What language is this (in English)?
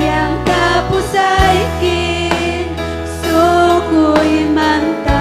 Ayacucho Quechua